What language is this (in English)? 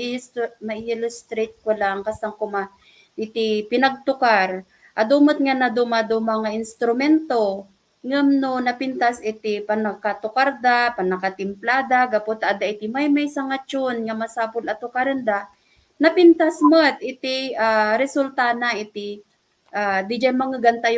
Iloko